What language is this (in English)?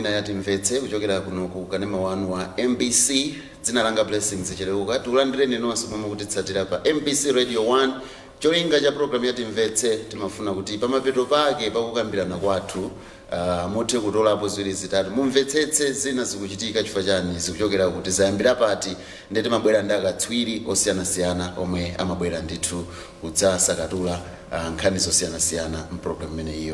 Nyanja